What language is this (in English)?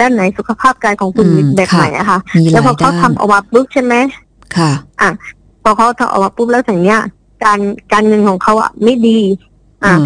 Thai